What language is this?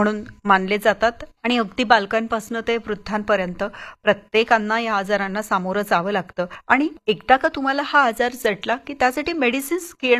Marathi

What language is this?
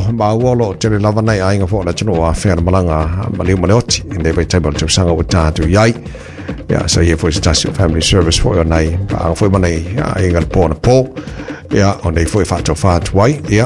Samoan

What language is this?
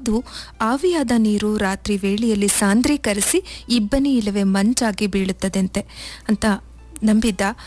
Kannada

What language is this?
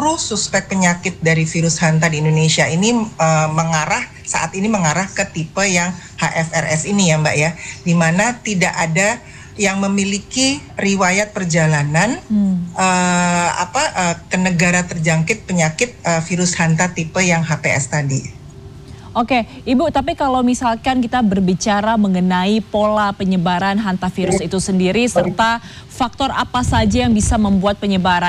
Indonesian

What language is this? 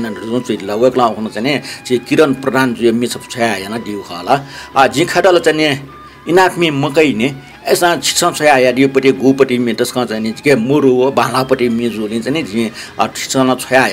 Newari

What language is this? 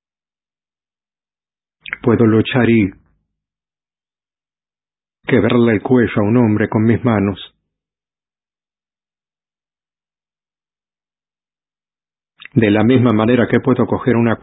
Spanish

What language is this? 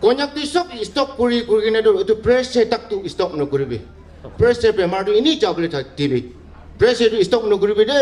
Naga Pidgin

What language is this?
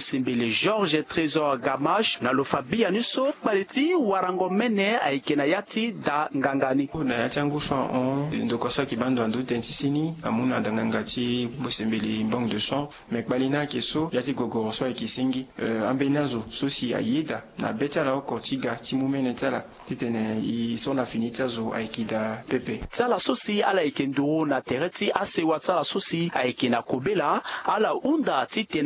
Sango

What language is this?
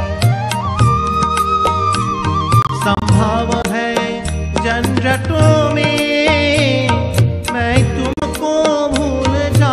Hindi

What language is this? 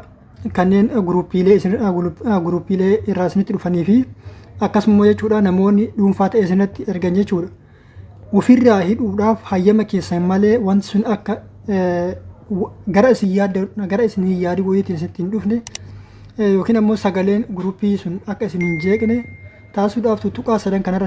Oromo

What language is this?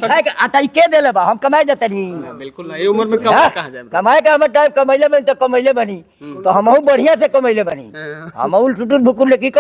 Bhojpuri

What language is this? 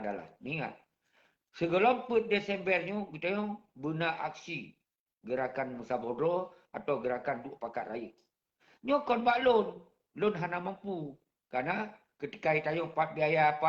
Achinese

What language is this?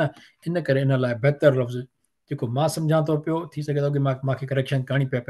Sindhi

